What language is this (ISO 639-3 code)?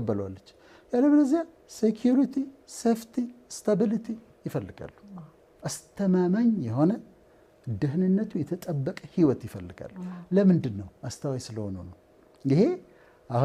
amh